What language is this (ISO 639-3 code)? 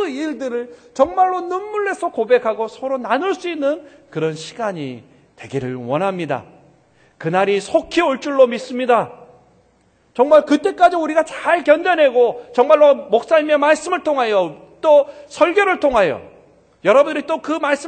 kor